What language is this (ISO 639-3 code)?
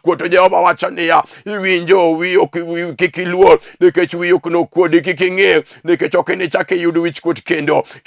luo